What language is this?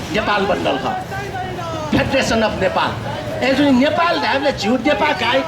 Newari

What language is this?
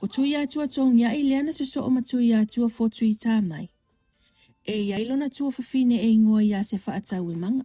Samoan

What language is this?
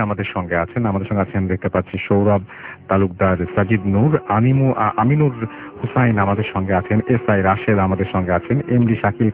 Bangla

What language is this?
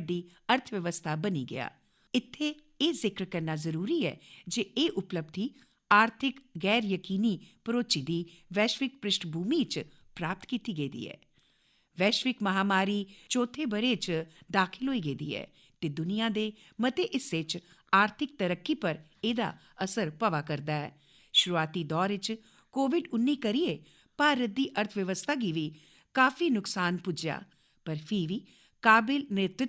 Dogri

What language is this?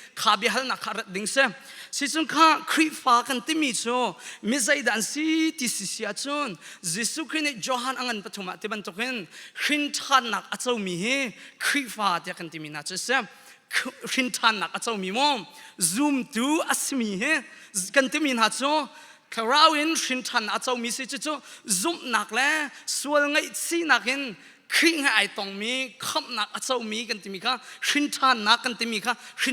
Hakha Chin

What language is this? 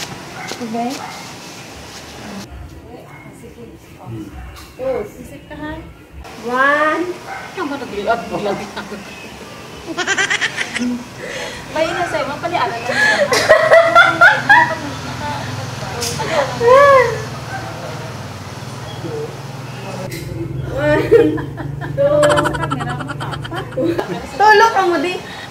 Filipino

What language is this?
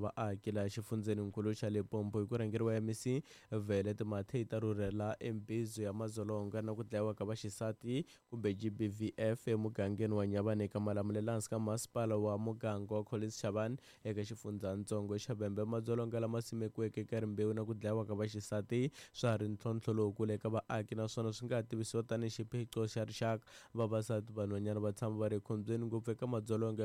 Tsonga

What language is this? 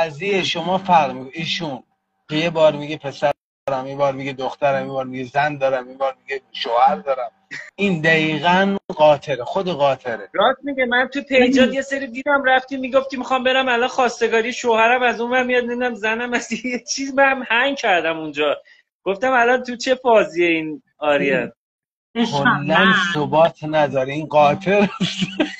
Persian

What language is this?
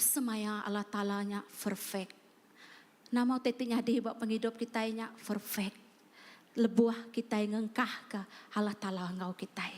Iban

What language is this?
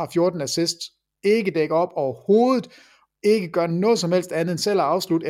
Danish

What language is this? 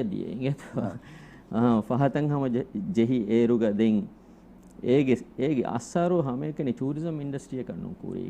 Divehi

